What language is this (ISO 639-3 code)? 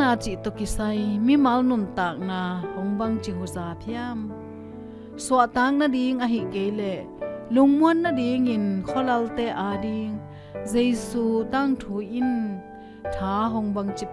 ctd